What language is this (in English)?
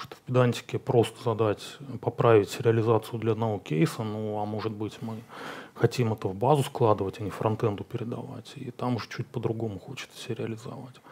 Russian